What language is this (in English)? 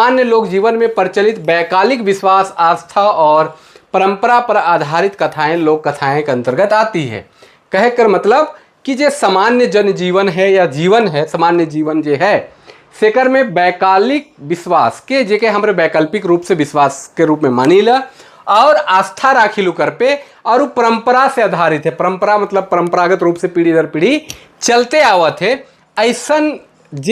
Sadri